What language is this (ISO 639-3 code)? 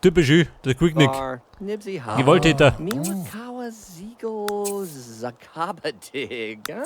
bar